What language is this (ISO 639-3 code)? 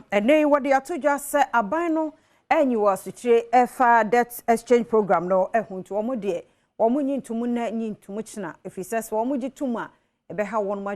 aka